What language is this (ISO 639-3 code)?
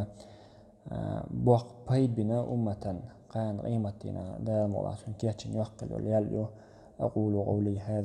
che